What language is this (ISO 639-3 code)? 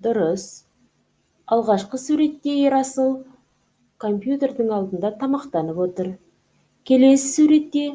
kaz